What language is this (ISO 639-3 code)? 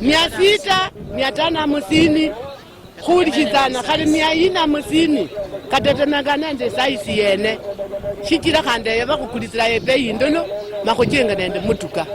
luy